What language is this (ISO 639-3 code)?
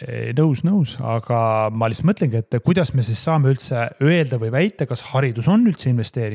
est